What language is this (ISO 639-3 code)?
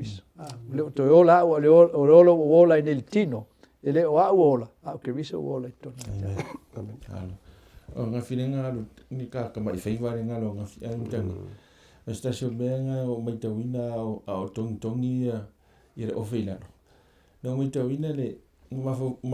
smo